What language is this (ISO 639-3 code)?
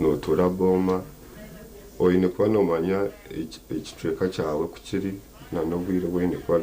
nyn